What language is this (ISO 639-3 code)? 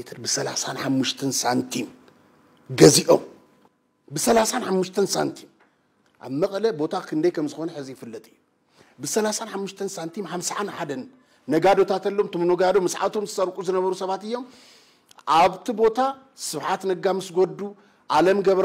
tir